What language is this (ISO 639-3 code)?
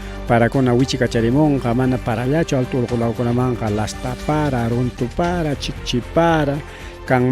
quy